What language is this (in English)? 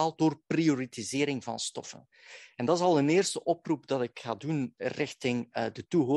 Dutch